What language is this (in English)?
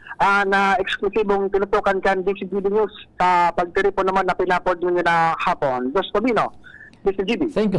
Bikol